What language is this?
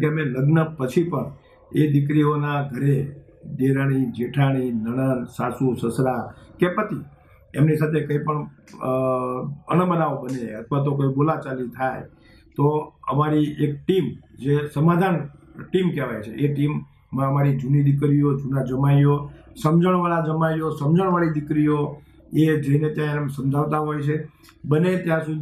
Gujarati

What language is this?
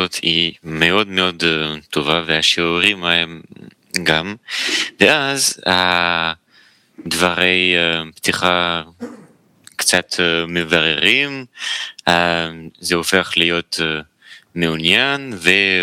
Hebrew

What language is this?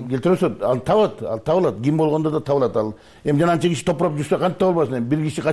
Kyrgyz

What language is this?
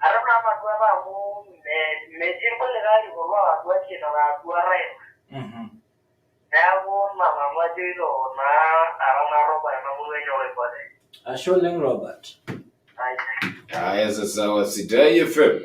Masai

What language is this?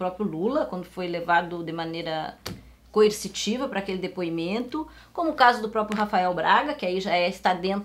Portuguese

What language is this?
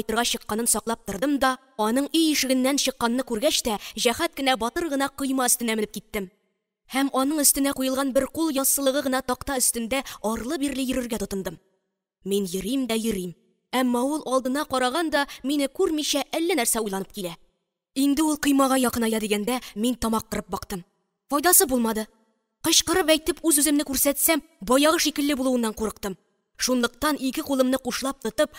Tatar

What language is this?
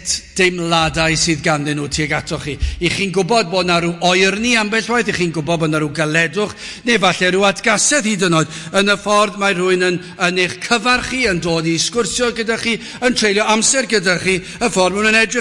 Welsh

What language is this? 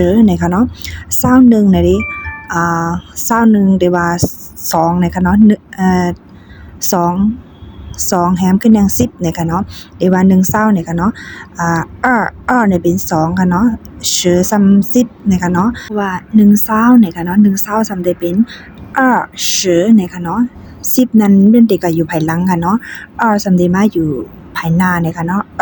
Shan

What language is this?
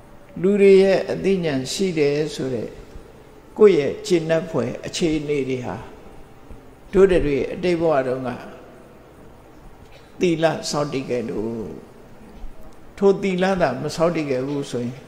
Burmese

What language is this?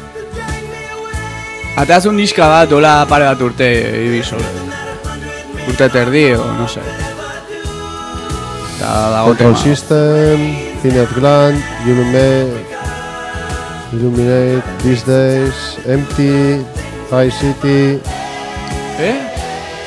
Basque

